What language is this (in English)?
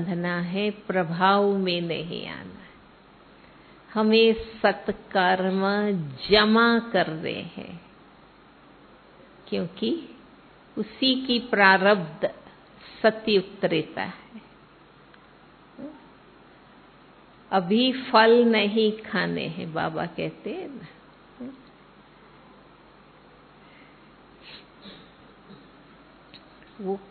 Hindi